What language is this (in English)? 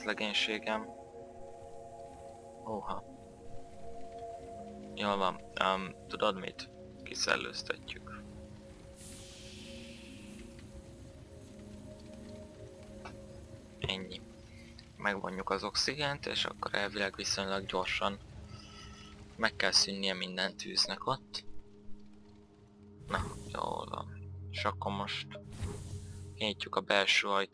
Hungarian